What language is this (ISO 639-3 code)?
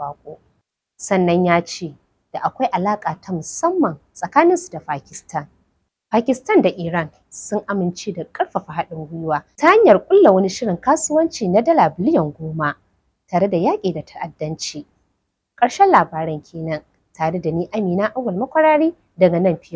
hau